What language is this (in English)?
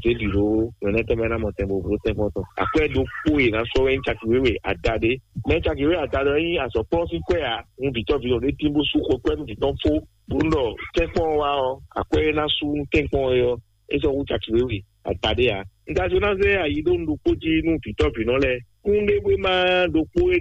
Fon